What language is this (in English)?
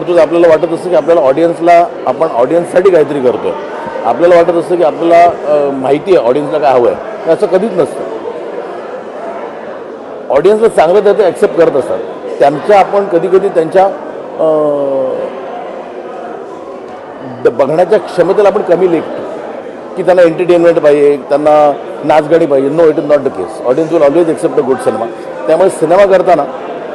Marathi